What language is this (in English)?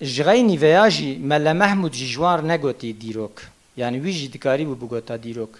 Kurdish